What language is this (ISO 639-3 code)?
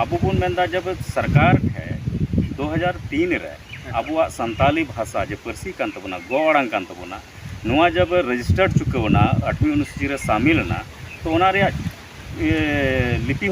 sat